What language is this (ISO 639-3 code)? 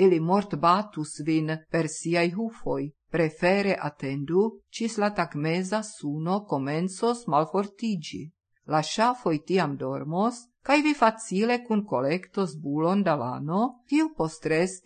epo